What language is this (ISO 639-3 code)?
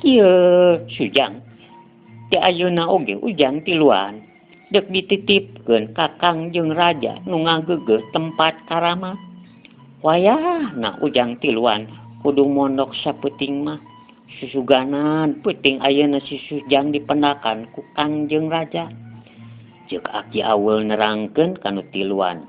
sun